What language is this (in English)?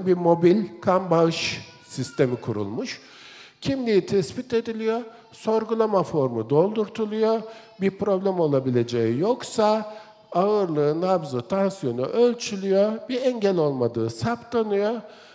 Turkish